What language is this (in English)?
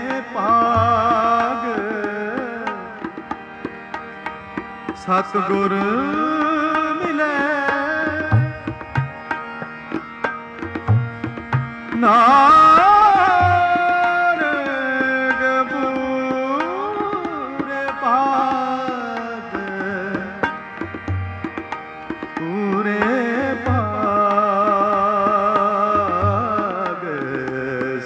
Punjabi